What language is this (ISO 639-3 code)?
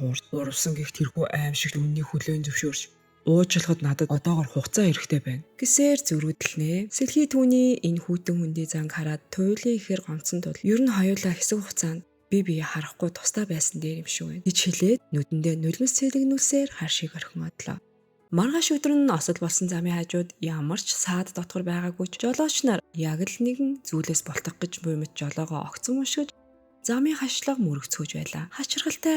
mon